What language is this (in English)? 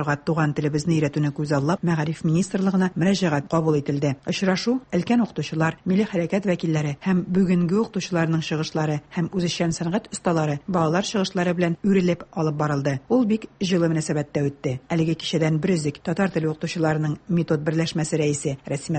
Tatar